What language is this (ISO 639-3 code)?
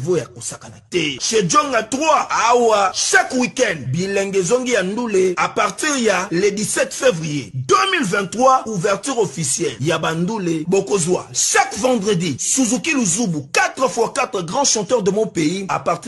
lin